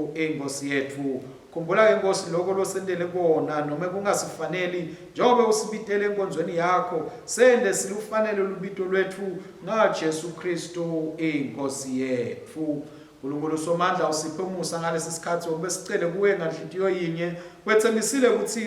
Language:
Swati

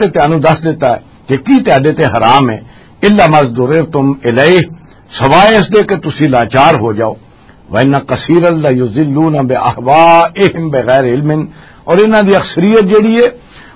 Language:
Western Panjabi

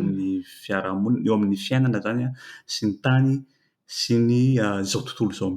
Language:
Malagasy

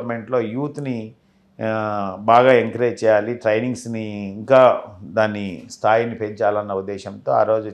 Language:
Telugu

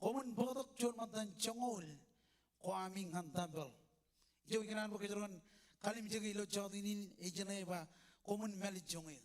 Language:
Marshallese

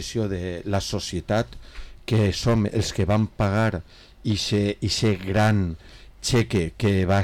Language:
Catalan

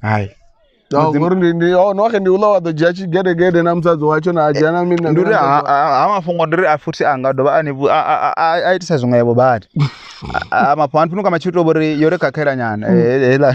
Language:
Venda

